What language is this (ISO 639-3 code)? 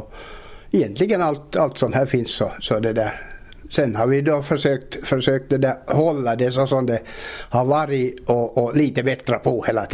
swe